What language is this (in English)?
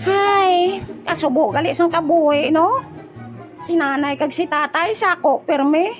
Hiligaynon